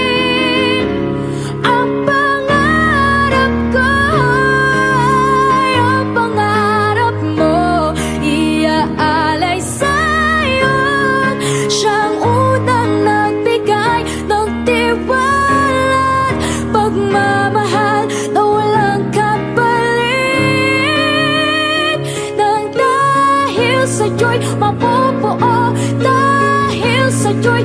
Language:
Filipino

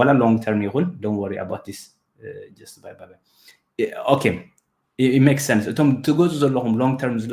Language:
Tigrinya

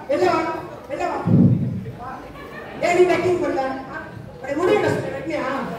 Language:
Tamil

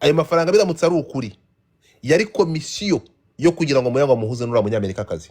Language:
Kinyarwanda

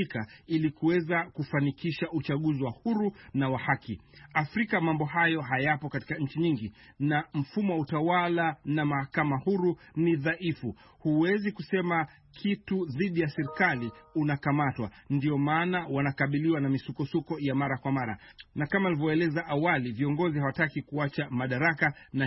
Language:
Swahili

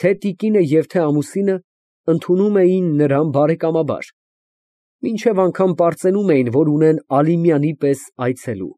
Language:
Armenian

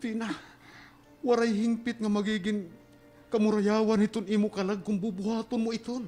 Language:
Waray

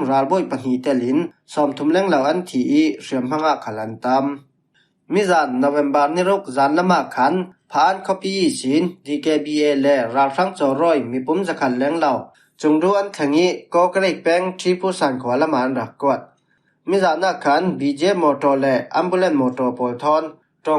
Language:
Falam Chin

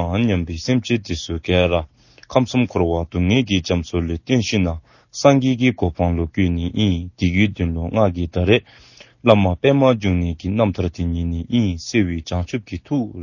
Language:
Dzongkha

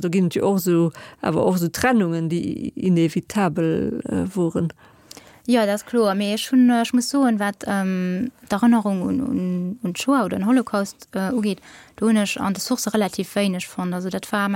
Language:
Luxembourgish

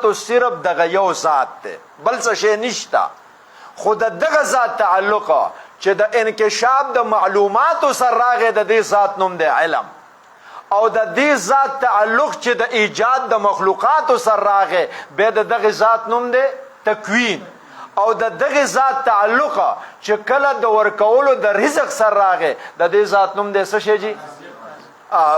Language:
Pashto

